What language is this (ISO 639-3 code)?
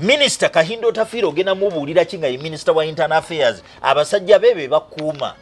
lug